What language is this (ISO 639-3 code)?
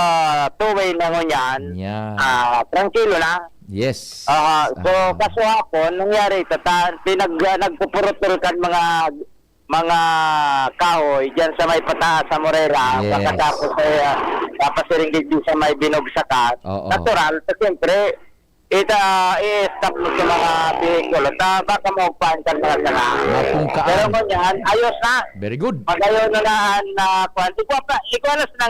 bik